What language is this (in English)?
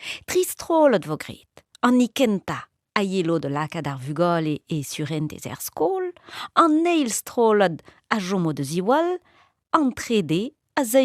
Breton